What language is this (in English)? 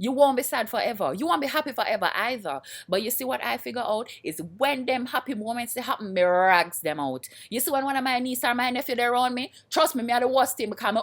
Jamaican Creole English